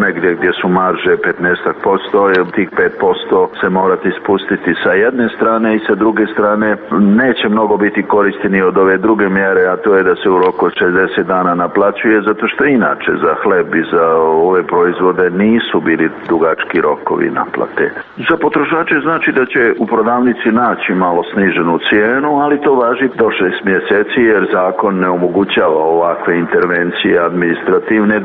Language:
Serbian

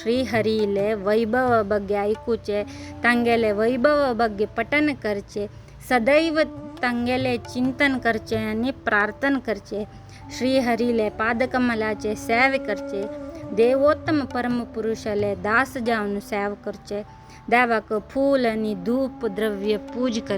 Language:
Konkani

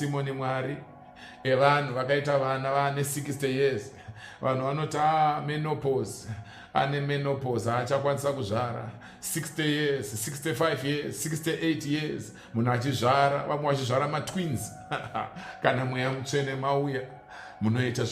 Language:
Shona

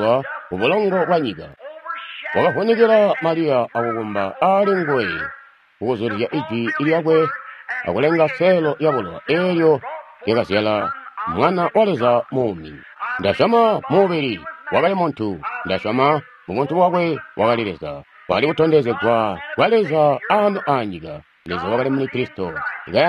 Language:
Tonga (Zambia)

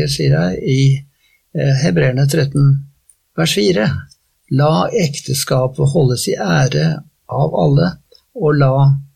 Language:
Norwegian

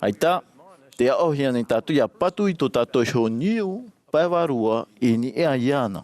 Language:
Tahitian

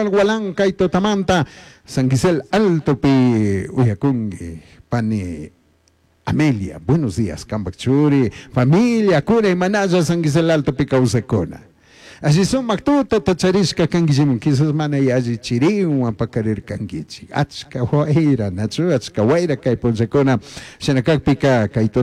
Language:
Chimborazo Highland Quichua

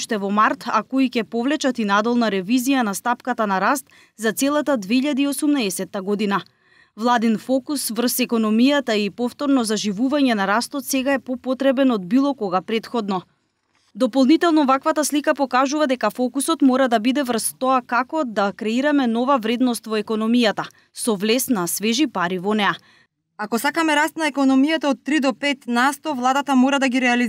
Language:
Macedonian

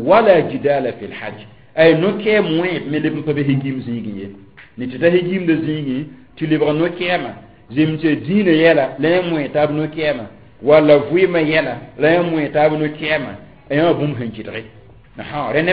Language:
Mossi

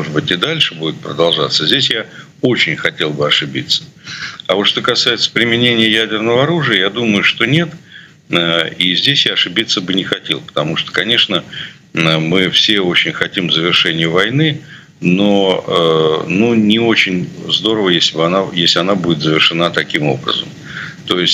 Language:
Russian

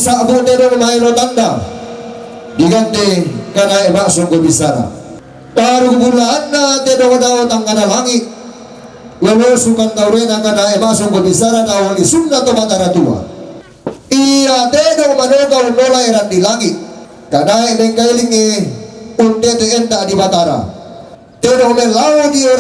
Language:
Toraja-Sa'dan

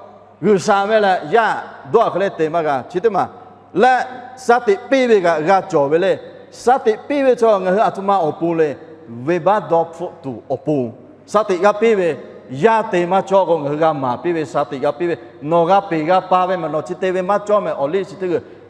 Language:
Lahu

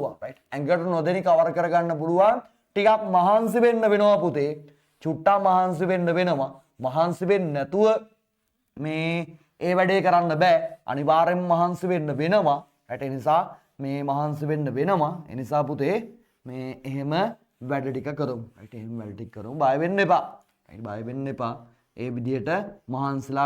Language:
Sinhala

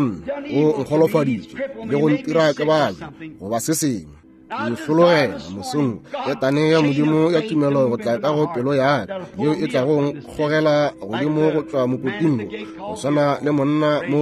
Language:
Northern Sotho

